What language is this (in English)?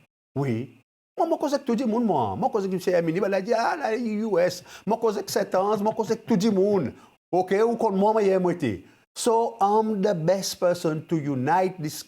Seselwa Creole French